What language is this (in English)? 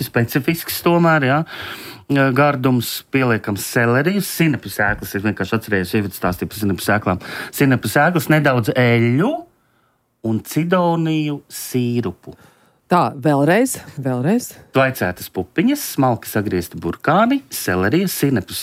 Latvian